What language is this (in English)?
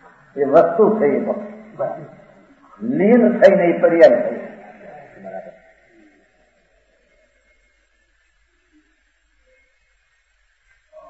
Gujarati